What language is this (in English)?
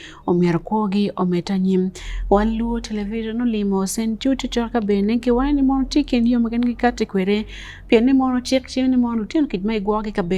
Acoli